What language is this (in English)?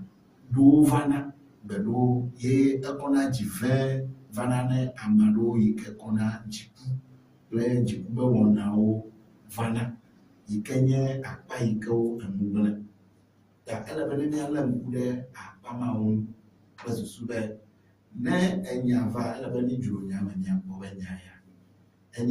Ewe